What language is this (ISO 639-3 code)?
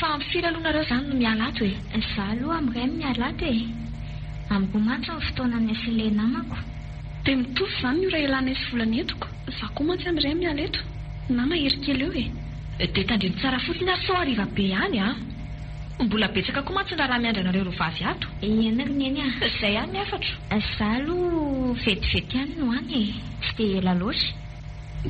mlg